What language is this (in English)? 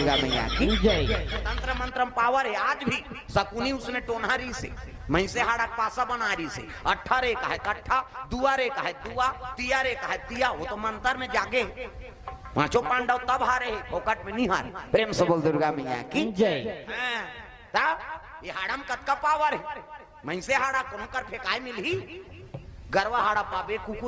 Chhattisgarhi